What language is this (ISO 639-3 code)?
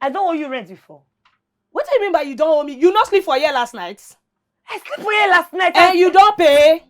pcm